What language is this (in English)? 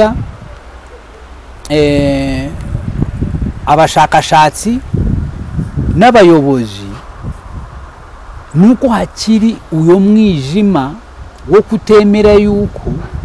Kinyarwanda